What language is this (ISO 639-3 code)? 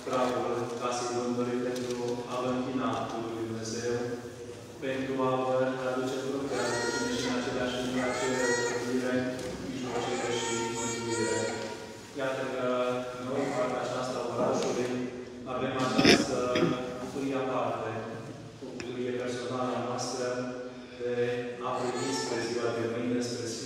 ron